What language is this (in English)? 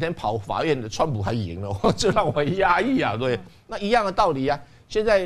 Chinese